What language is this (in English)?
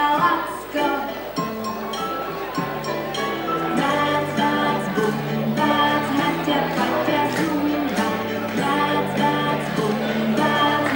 Slovak